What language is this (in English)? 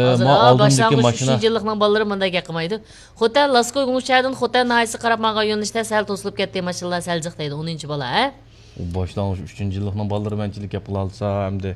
Uyghur